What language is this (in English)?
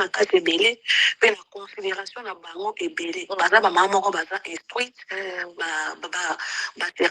Lingala